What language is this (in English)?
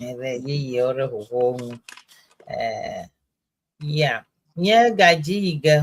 Ewe